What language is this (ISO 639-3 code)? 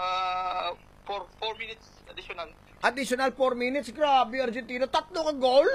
hil